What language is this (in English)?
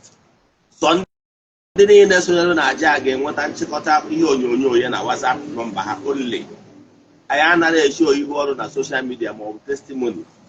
Igbo